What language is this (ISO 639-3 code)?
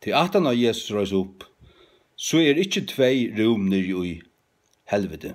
fao